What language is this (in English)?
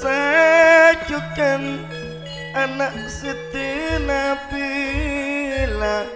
Madurese